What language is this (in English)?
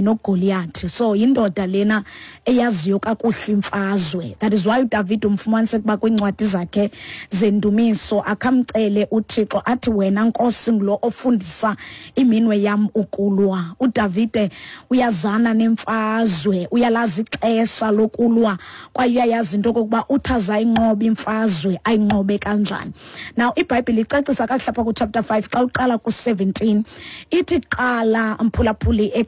Xhosa